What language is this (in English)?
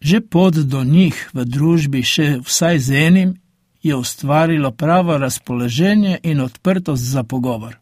Slovenian